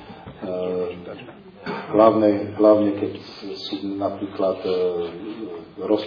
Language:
Slovak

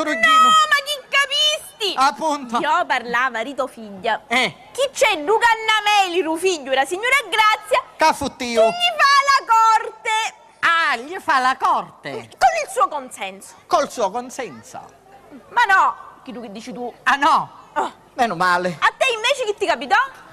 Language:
Sicilian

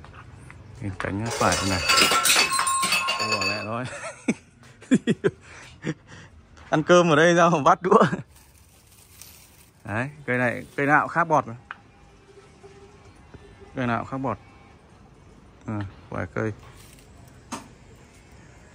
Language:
Vietnamese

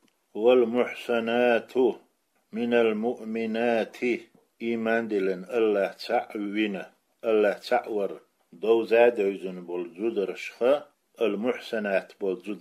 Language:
Chechen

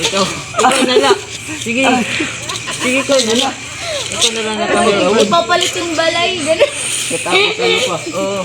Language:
Waray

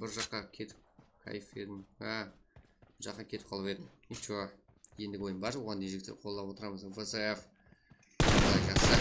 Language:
Kara-Kalpak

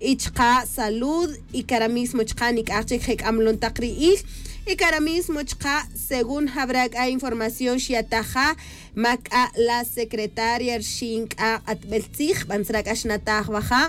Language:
Tz'utujil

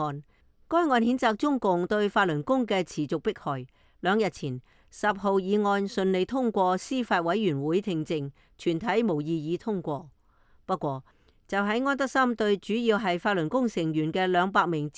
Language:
Cantonese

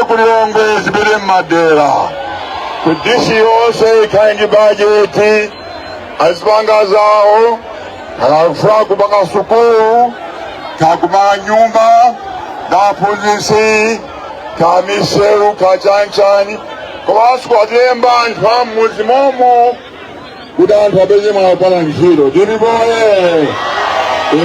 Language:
Nyanja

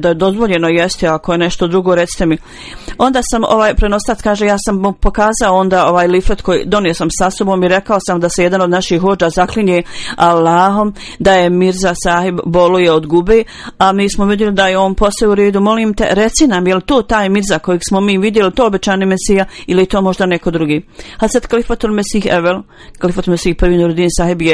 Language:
Bosnian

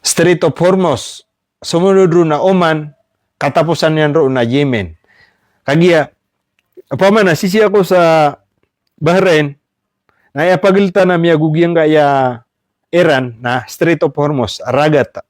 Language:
Maranao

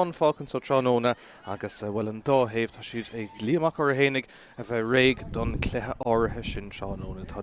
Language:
Irish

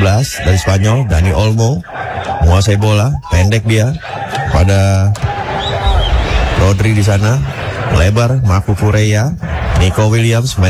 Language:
Indonesian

